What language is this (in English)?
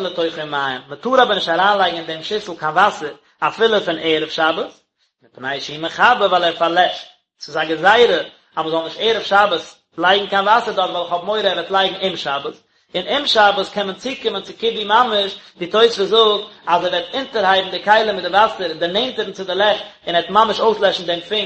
Yiddish